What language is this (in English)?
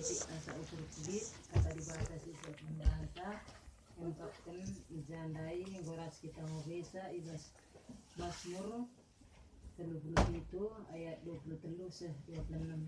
Batak Karo